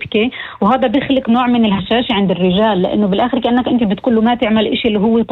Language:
North Levantine Arabic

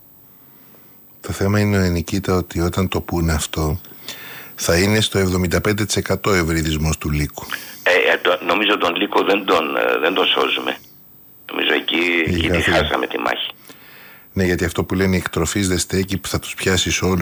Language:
Greek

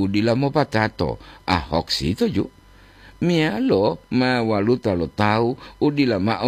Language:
Gorontalo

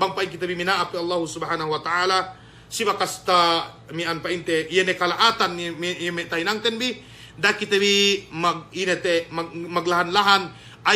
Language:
Yakan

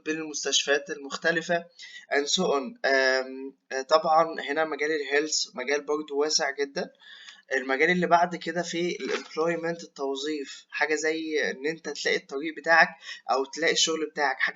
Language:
Egyptian Arabic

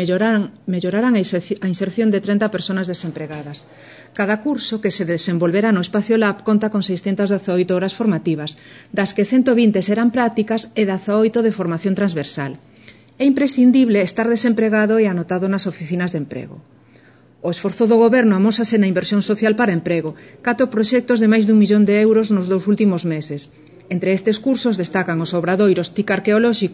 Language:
Galician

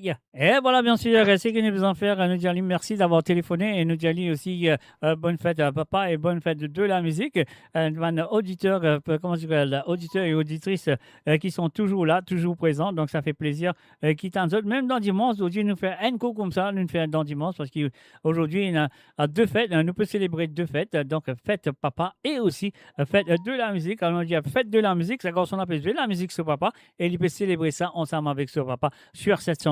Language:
Morisyen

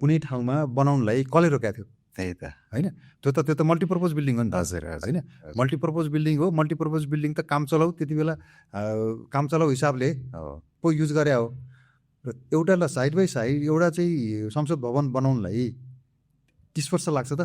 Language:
Nepali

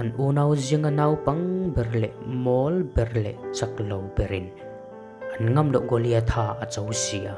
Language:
Mizo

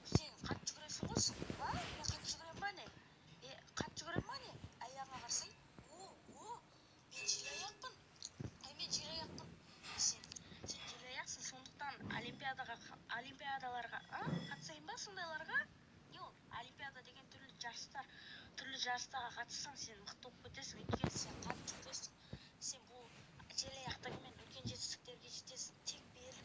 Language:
Kazakh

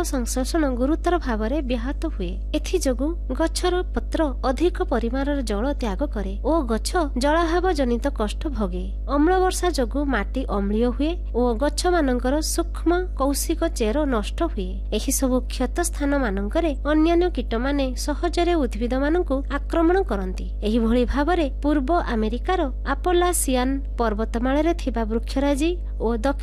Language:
Odia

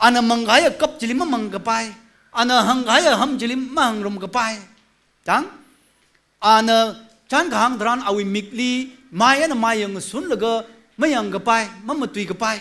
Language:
Tangkhul Naga (India)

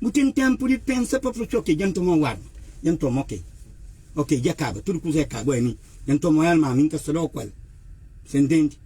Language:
Kabuverdianu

